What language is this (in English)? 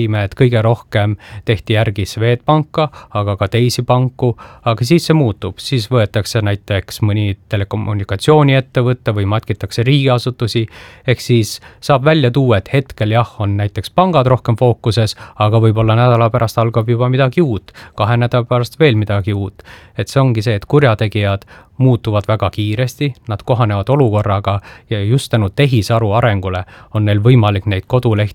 Estonian